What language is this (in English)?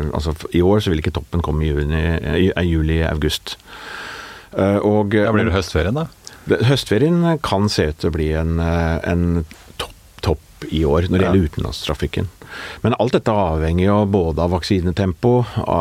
Norwegian